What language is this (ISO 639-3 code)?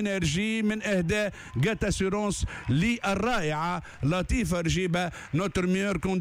aeb